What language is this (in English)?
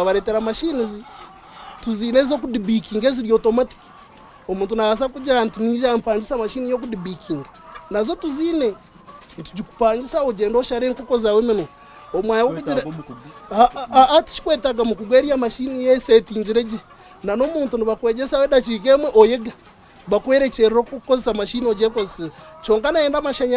Nyankole